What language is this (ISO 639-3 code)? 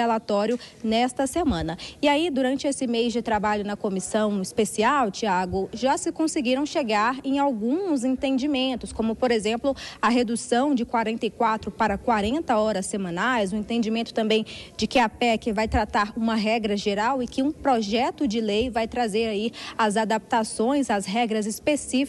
por